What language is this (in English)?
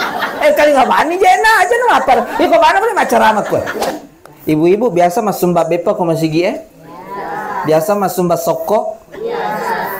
Buginese